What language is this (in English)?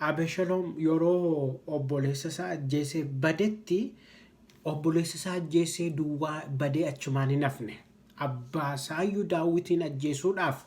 Oromo